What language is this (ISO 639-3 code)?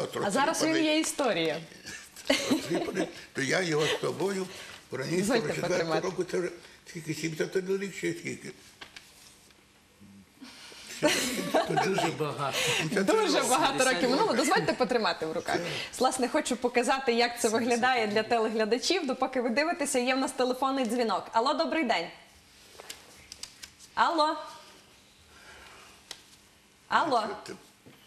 ukr